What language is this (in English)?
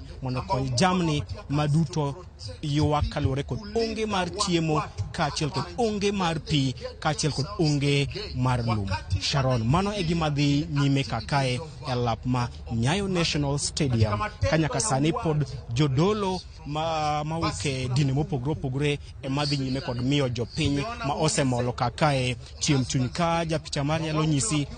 Luo (Kenya and Tanzania)